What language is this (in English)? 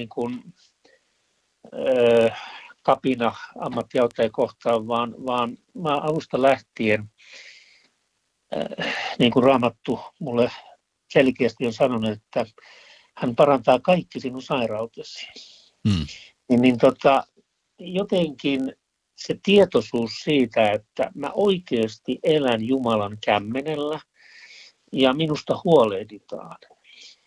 Finnish